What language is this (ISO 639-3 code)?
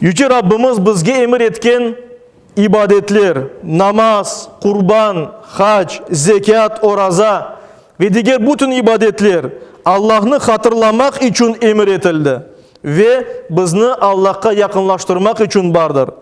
crh